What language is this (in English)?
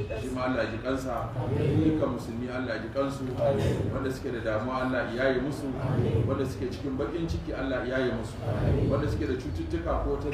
Hausa